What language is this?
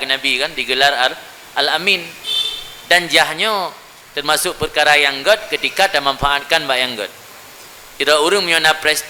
Achinese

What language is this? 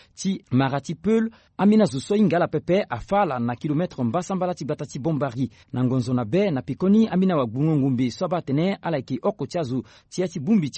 Sango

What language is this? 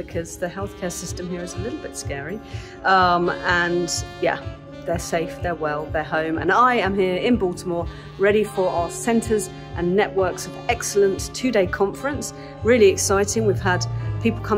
English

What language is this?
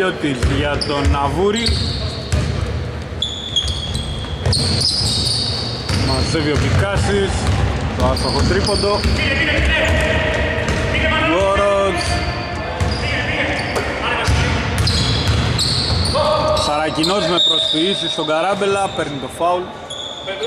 Greek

